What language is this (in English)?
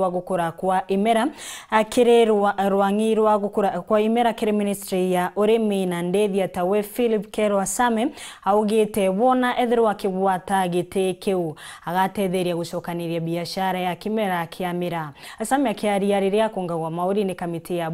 Meru